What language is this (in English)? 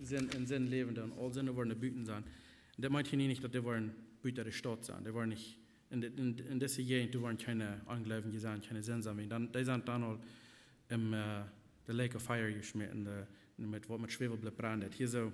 Plautdietsch